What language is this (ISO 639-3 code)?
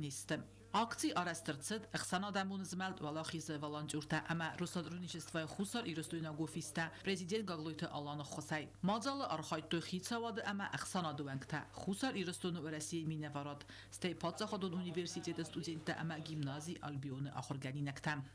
oss